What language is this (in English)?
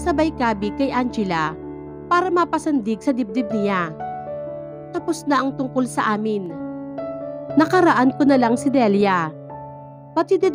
Filipino